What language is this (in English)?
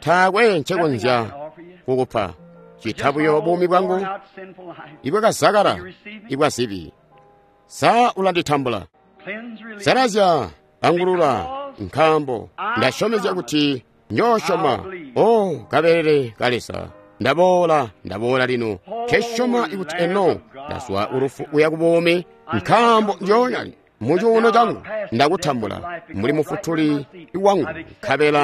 Tonga (Zambia)